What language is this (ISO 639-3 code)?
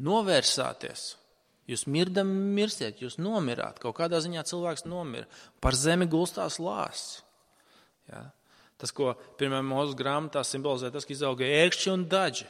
lav